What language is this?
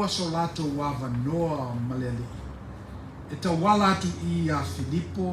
Samoan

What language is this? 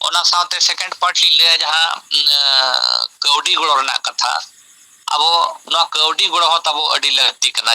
Santali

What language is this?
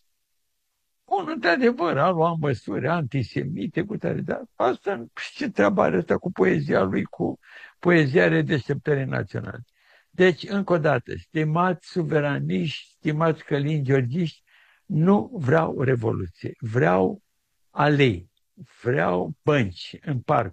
Romanian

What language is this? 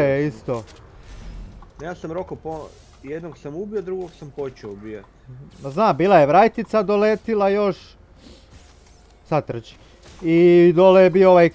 Croatian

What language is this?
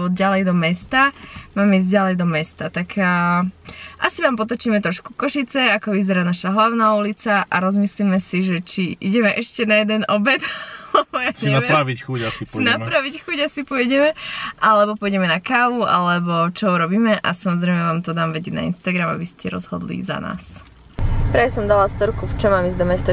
Slovak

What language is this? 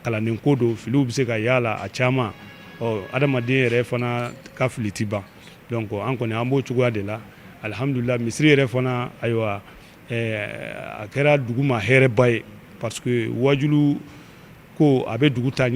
Bambara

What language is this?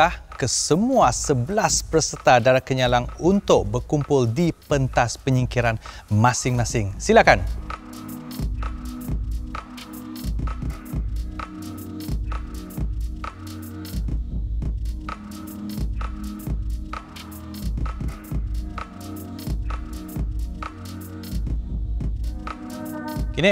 Malay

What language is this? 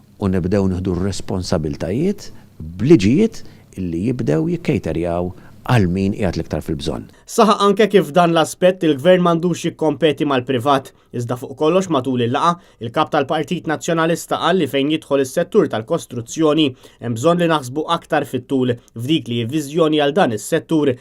Maltese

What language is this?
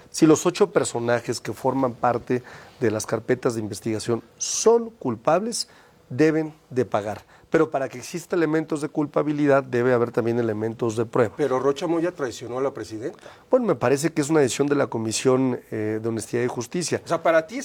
Spanish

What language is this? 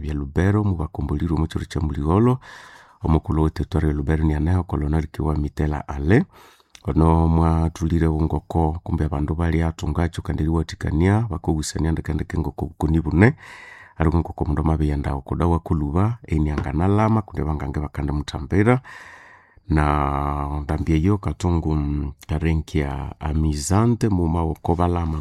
Nande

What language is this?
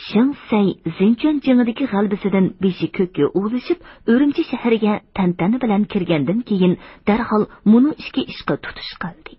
Uyghur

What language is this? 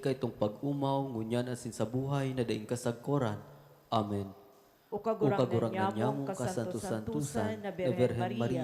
Bikol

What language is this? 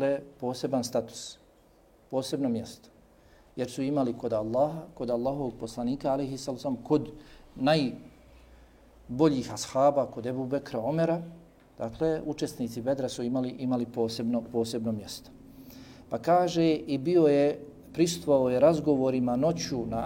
Bosnian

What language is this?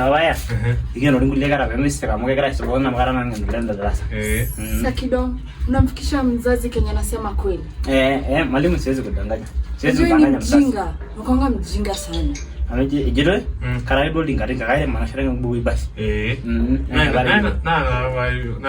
Masai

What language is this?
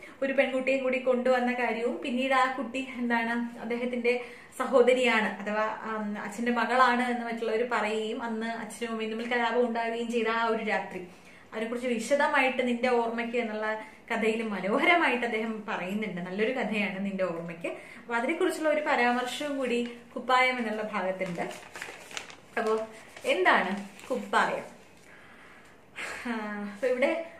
Malayalam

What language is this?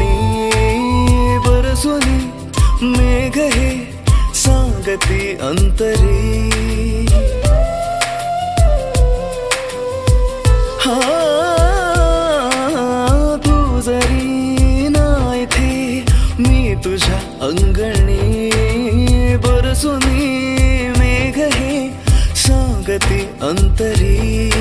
Marathi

